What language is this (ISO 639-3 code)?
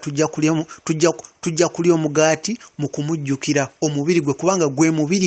lug